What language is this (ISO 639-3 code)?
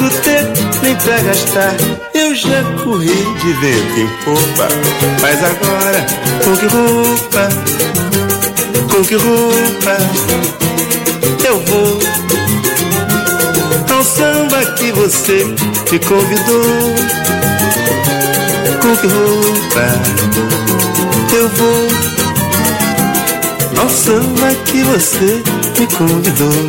por